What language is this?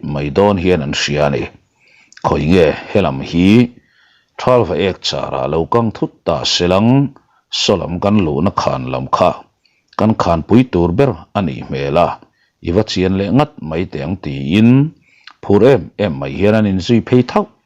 Mizo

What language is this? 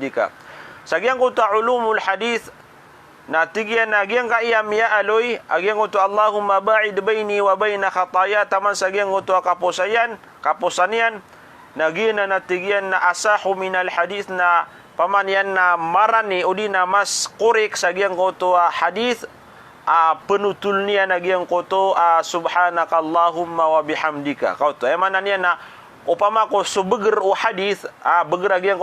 Maranao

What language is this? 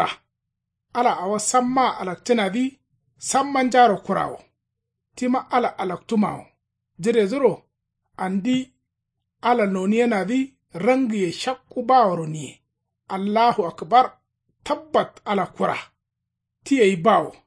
Kanuri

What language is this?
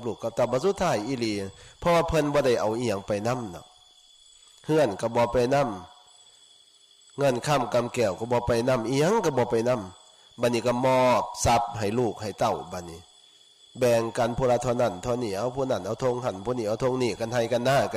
Lao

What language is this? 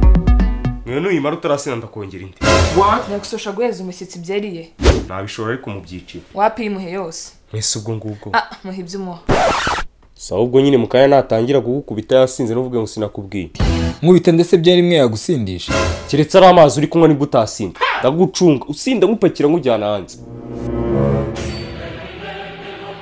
Kinyarwanda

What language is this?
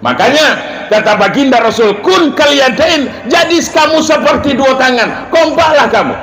Minangkabau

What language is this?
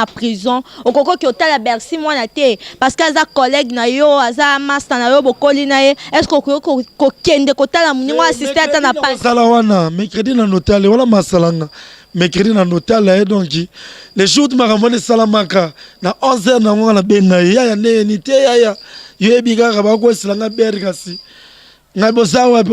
Lingala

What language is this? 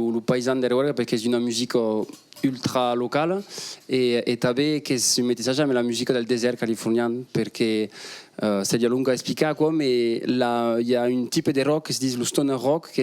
Occitan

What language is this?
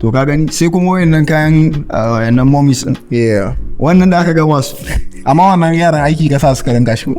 Hausa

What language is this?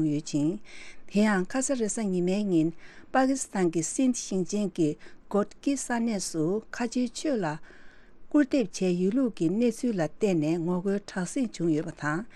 Tibetan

